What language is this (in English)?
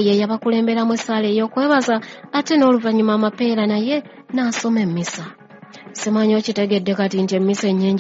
Ganda